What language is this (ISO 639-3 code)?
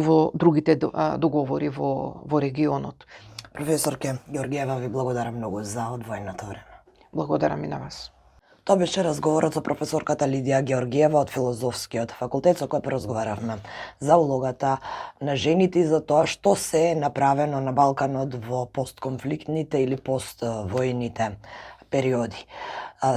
mkd